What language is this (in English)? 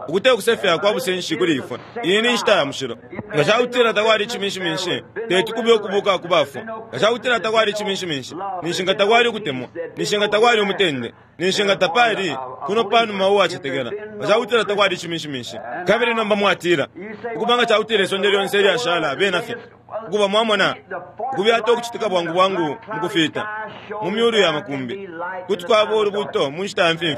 Bemba